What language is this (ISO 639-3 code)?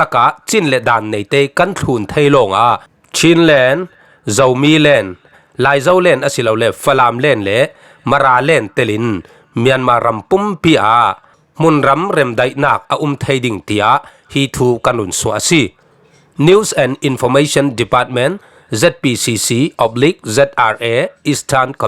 cfm